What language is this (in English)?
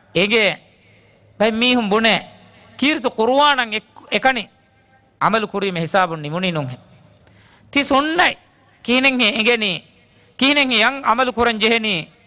Divehi